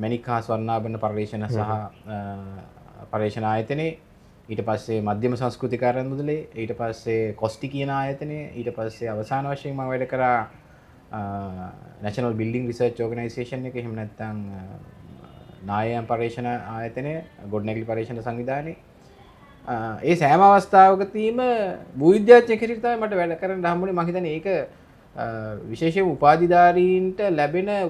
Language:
Sinhala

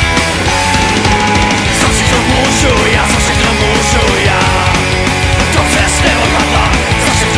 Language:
Czech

